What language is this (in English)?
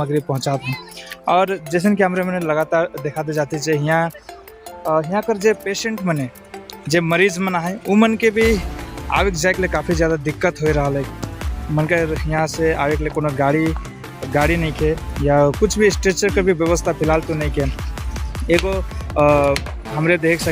Sadri